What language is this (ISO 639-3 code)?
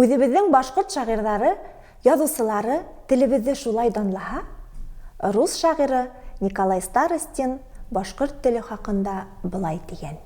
bak